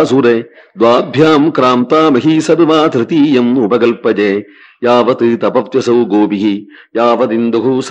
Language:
Sanskrit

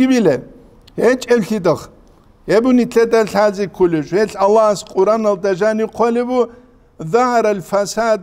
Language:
Avaric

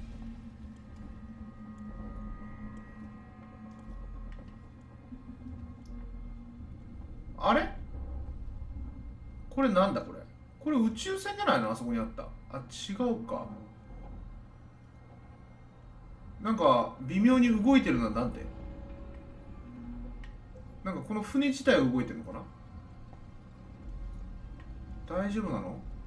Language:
Japanese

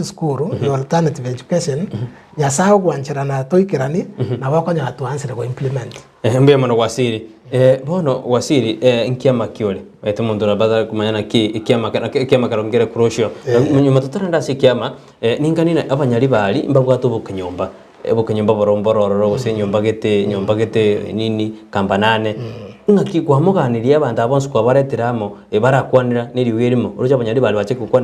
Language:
Gusii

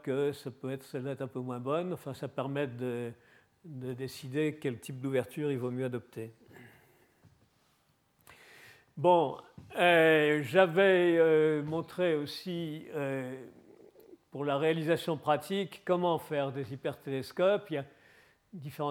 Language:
French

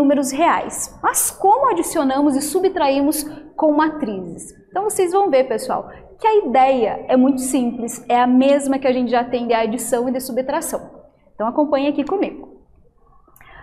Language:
Portuguese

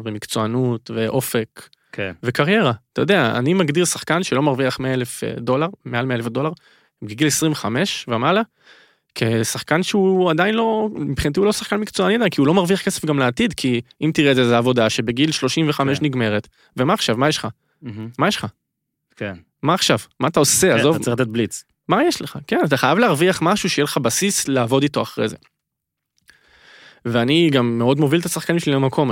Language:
Hebrew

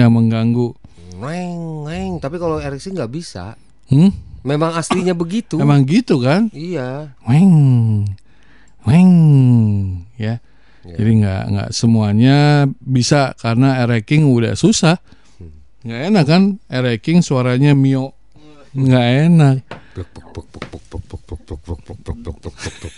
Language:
Indonesian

